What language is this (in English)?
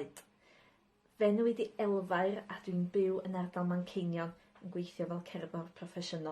Welsh